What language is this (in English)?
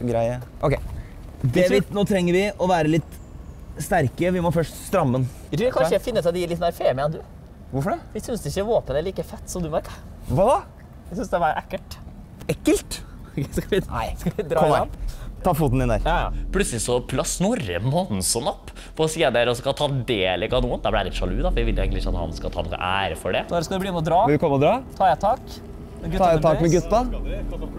Norwegian